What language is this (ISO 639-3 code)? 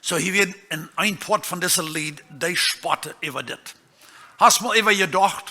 pdt